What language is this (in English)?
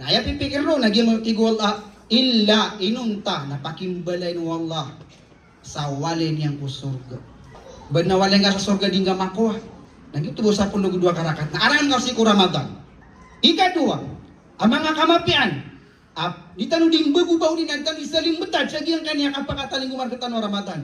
Maranao